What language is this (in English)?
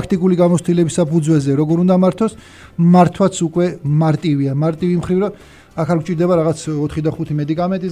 Georgian